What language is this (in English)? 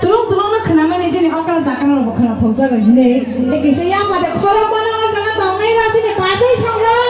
Kok Borok